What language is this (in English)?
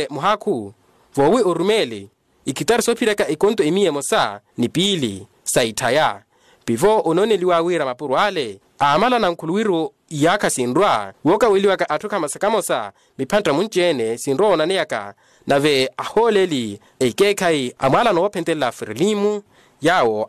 Makhuwa